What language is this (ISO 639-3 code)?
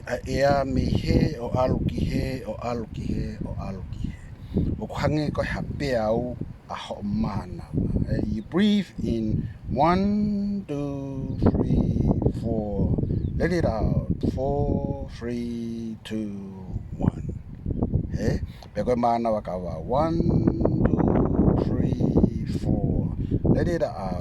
ton